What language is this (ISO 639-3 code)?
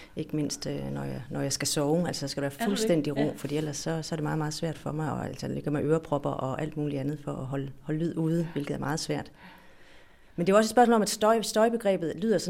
dan